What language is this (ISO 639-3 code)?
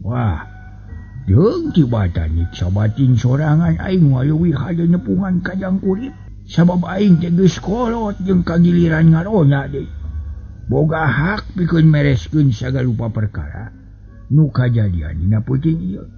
sun